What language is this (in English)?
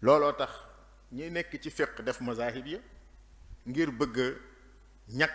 Wolof